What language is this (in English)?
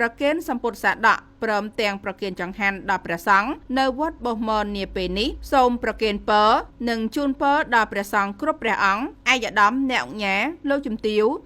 Khmer